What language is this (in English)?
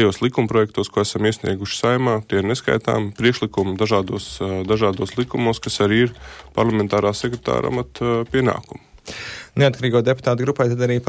Latvian